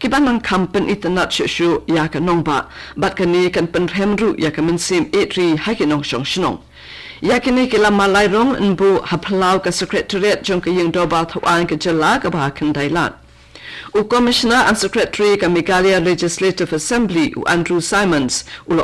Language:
Khasi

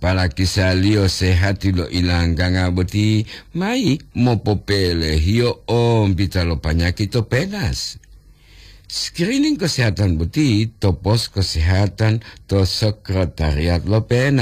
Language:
Gorontalo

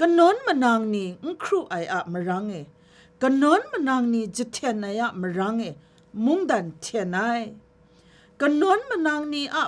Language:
Kachin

